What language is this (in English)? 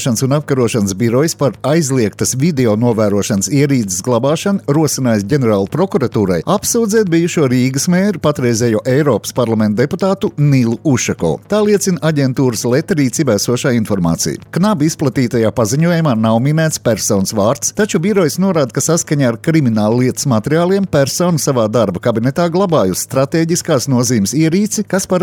Latvian